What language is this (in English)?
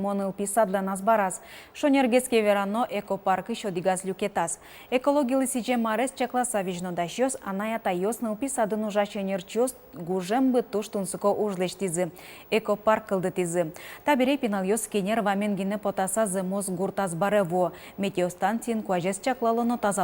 Udmurt